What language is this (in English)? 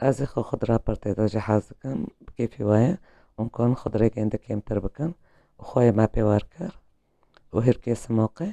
Kurdish